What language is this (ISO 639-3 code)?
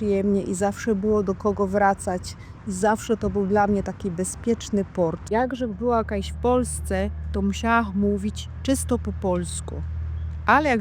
szl